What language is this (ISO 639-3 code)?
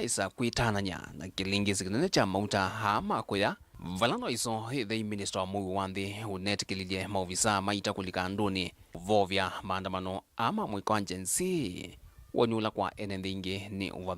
kam